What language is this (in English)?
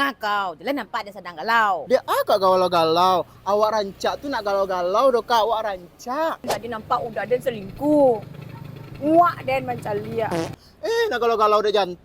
Minangkabau